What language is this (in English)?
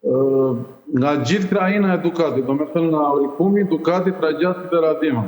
Albanian